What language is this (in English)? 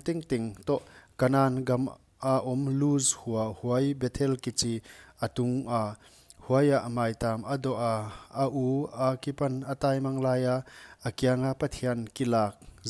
Paite Chin